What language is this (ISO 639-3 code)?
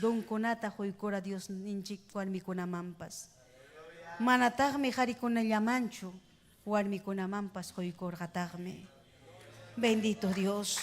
quy